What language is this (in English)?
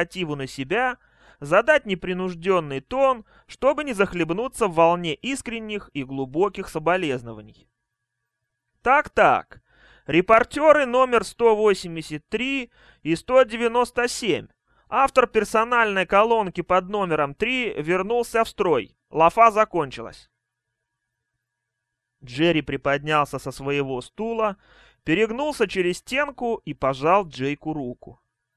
Russian